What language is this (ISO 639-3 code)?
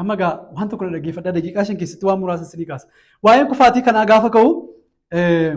orm